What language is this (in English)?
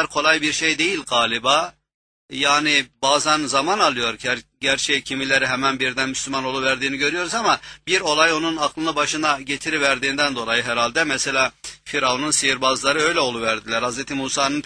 Turkish